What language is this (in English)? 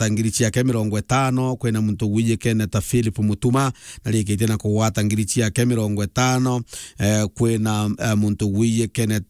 Meru